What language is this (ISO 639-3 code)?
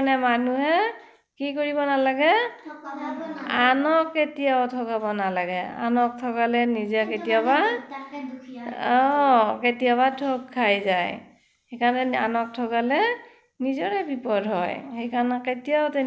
asm